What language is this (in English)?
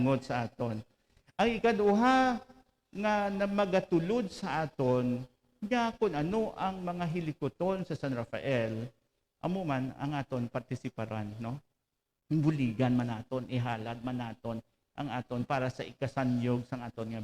Hiligaynon